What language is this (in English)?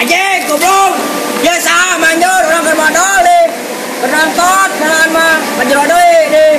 Sundanese